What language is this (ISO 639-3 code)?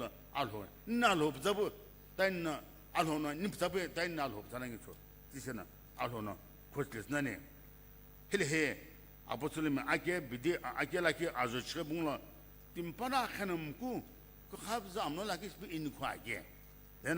nsm